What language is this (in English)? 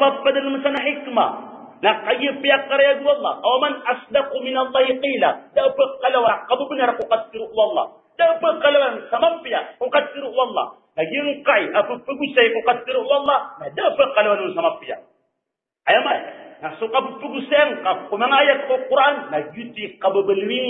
Maranao